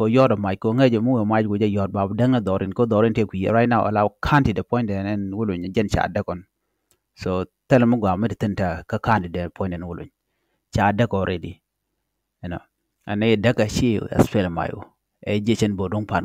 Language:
Nuer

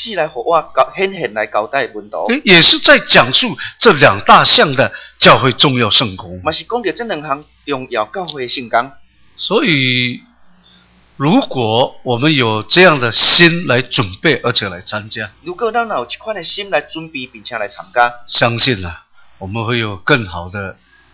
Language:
Chinese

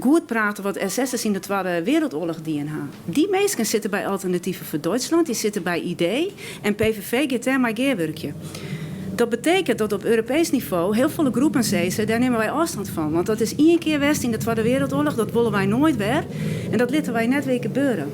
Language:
Western Frisian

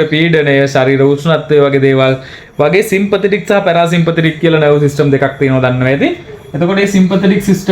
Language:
Sinhala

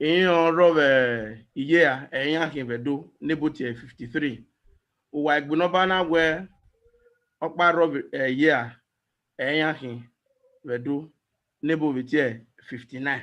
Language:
Bini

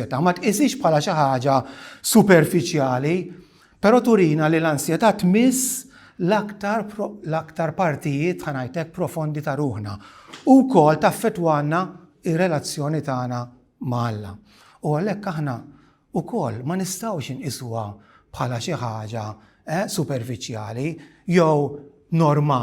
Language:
Maltese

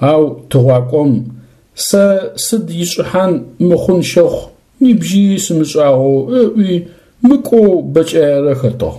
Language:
Adyghe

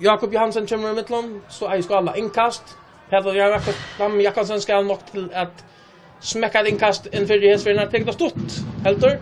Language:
Faroese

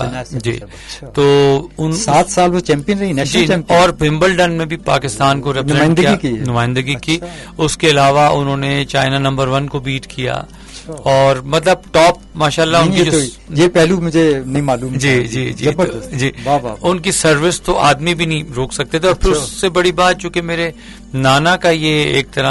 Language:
Urdu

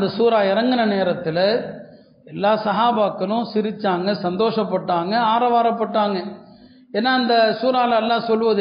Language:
Tamil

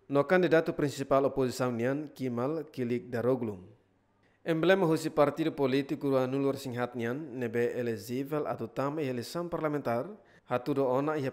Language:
Tetum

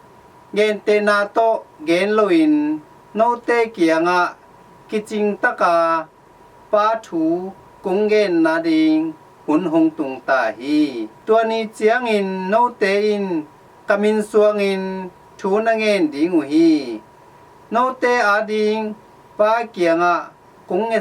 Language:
Tedim Chin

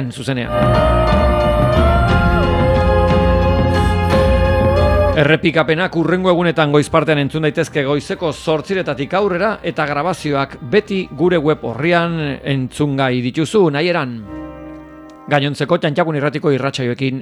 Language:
Basque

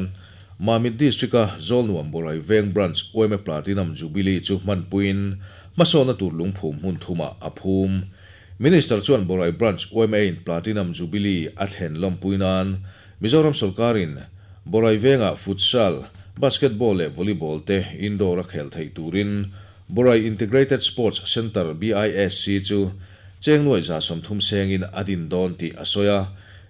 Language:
Mizo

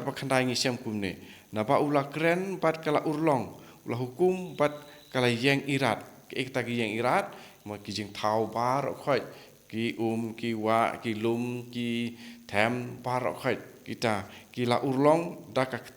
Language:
Khasi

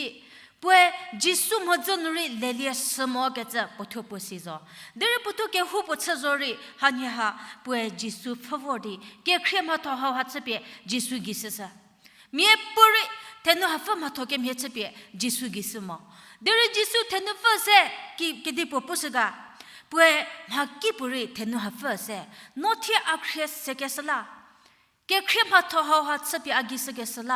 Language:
Angami Naga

